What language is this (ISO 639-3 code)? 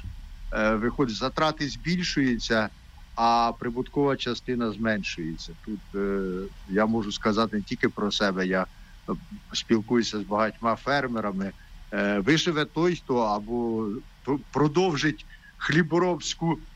ukr